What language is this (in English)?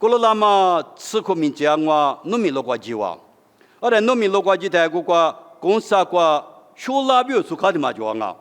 Lisu